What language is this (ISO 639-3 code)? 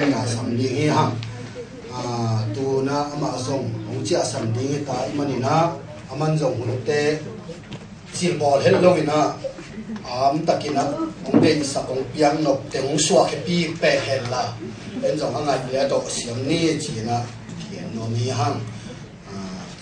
ctd